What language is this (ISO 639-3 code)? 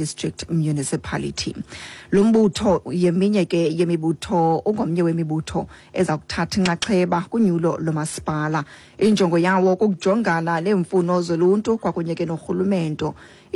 xho